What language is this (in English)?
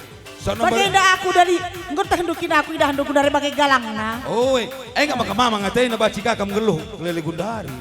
Batak Karo